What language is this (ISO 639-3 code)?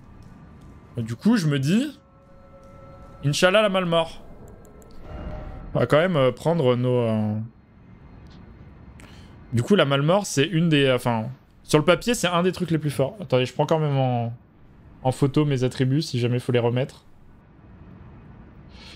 fra